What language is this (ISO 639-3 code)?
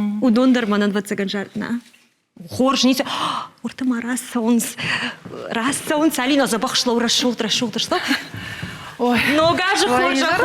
oss